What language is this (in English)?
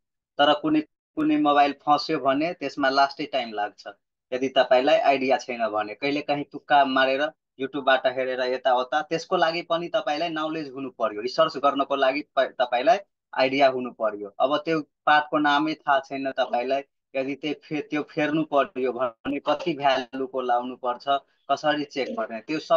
Nepali